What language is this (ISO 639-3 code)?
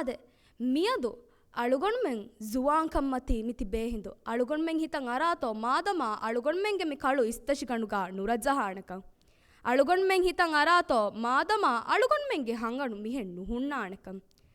div